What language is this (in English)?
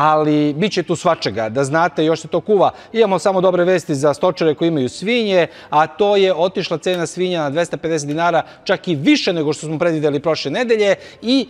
Serbian